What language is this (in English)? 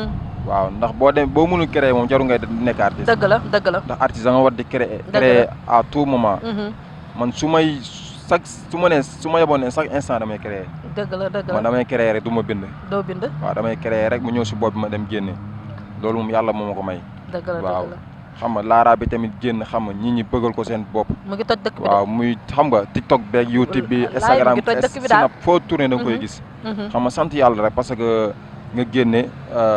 Wolof